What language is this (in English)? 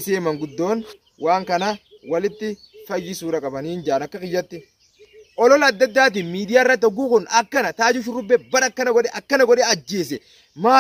Oromo